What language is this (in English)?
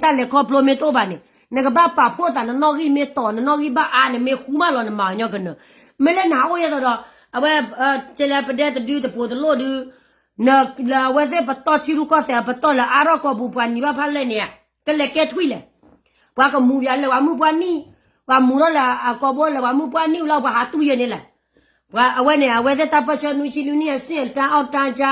S'gaw Karen